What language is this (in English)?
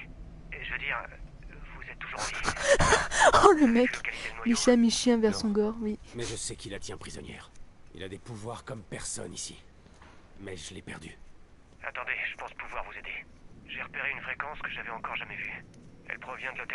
French